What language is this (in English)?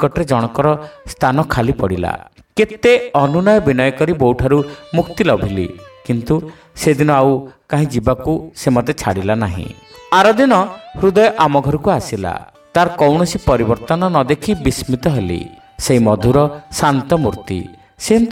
Odia